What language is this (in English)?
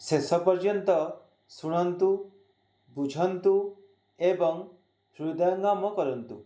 Odia